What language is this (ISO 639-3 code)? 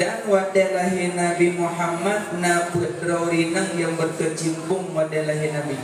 ace